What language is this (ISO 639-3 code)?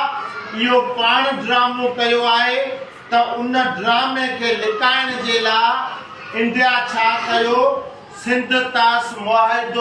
snd